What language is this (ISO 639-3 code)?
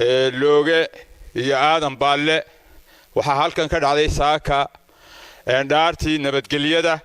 som